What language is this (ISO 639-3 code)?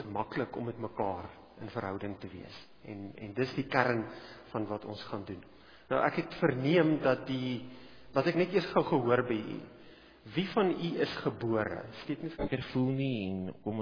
afr